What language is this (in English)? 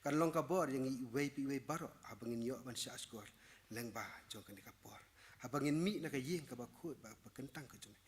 Khasi